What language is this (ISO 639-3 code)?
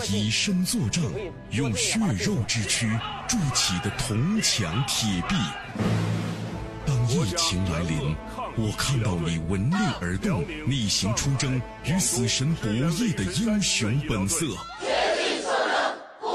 zho